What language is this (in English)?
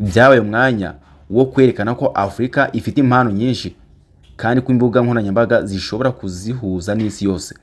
Kinyarwanda